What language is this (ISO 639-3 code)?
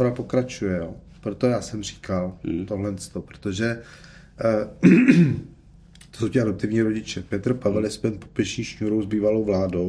ces